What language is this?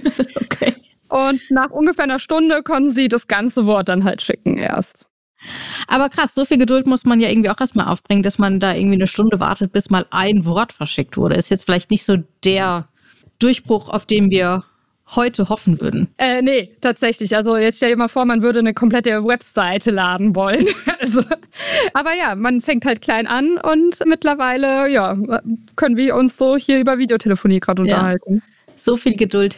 German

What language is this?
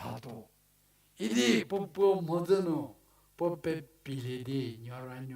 Angami Naga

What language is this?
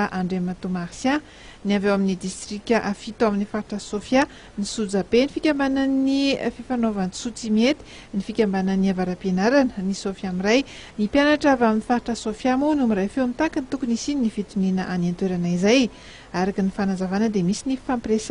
Malagasy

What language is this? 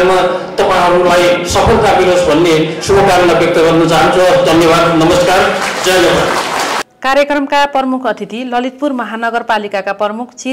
Nepali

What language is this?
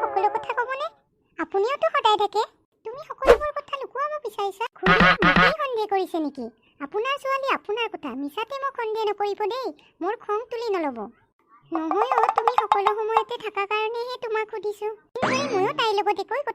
Assamese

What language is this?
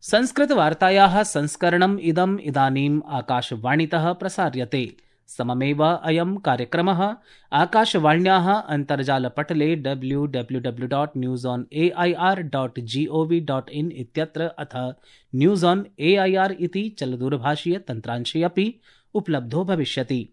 Sanskrit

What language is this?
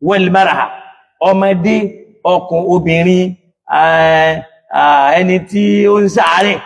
Yoruba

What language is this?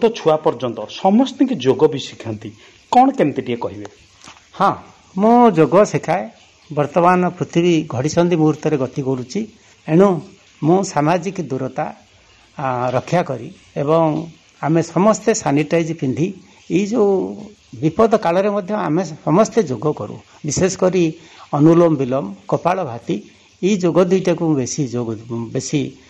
Odia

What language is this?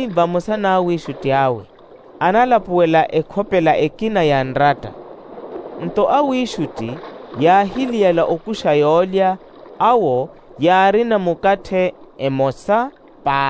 Makhuwa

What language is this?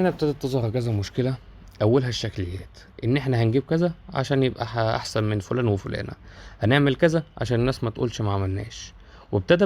Egyptian Arabic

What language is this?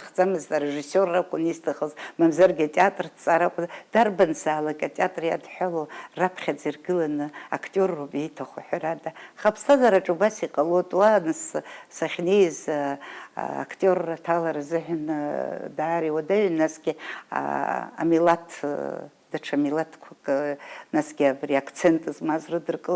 Abkhazian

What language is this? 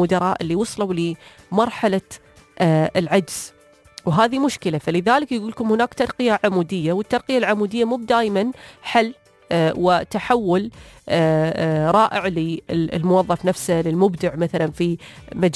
Najdi Arabic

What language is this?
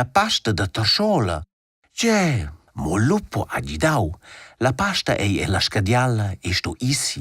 Romansh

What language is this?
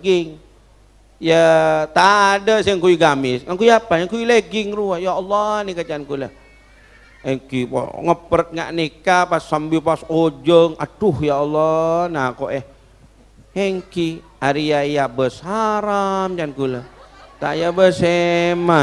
Madurese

